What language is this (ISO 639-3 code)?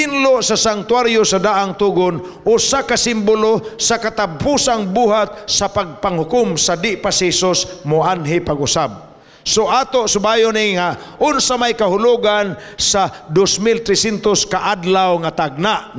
ceb